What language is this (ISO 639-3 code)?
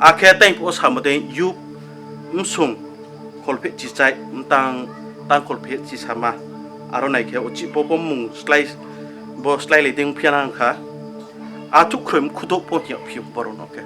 ria